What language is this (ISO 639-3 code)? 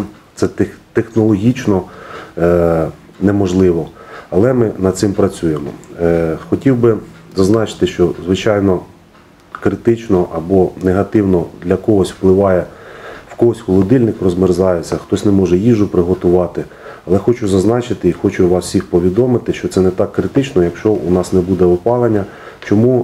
ukr